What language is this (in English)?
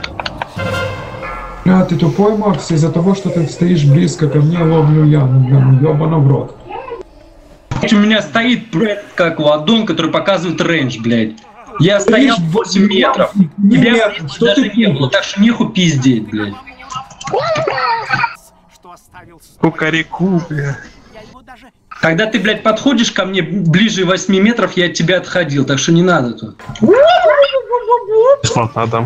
Russian